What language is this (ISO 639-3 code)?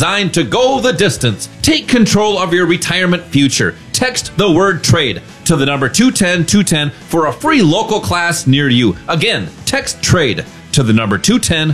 eng